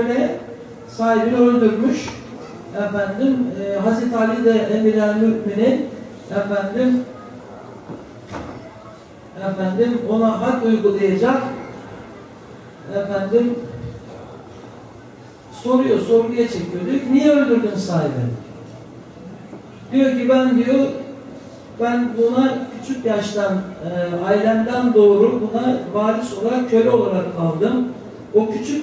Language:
Turkish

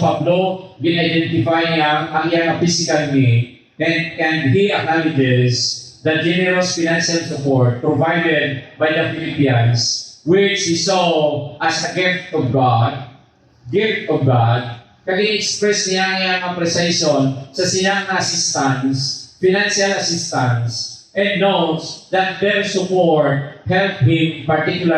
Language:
Hiligaynon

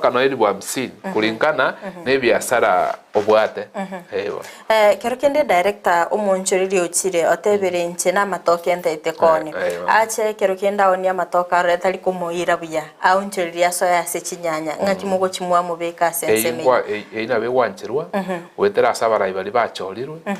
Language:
Gusii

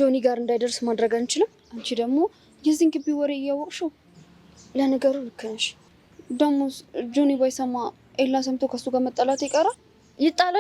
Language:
Amharic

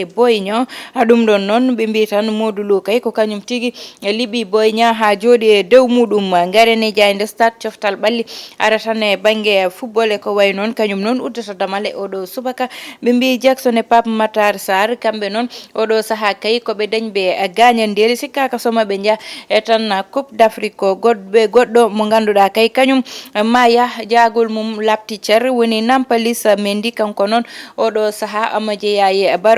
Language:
Fula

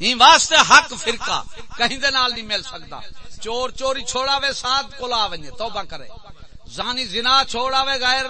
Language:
Saraiki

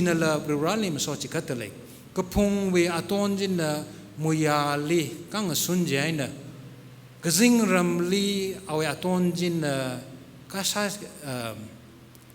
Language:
Tangkhul Naga (India)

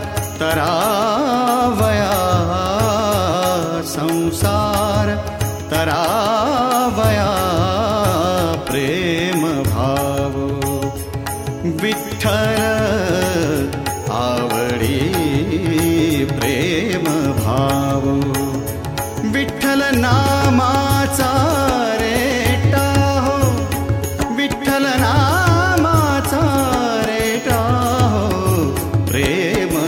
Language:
Marathi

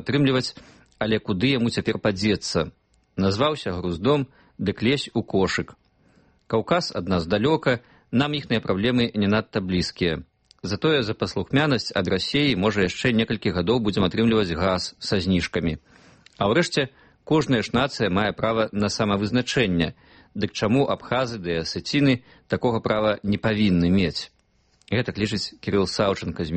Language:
Belarusian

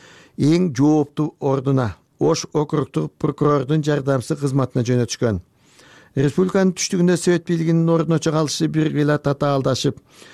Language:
Kyrgyz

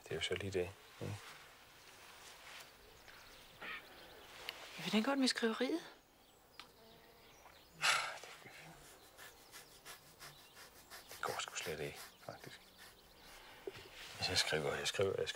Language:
Danish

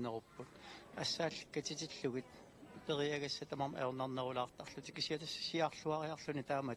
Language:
Kalaallisut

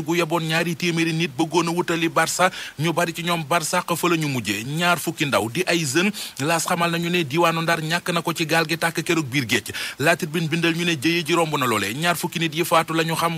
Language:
Wolof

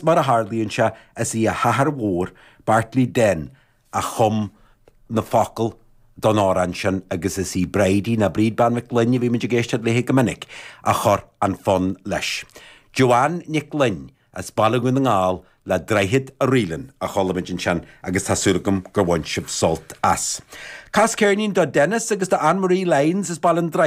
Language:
Irish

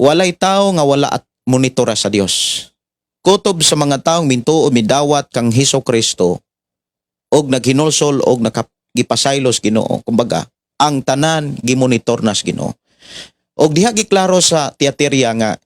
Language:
Cebuano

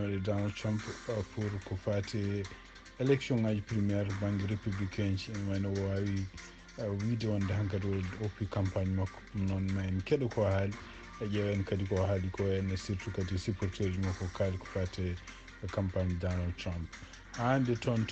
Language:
Fula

